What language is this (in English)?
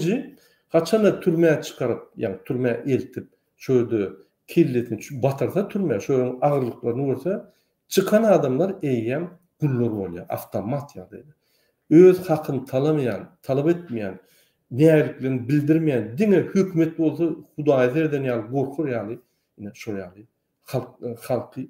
Turkmen